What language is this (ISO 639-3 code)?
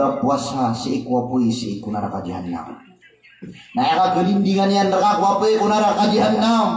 mrw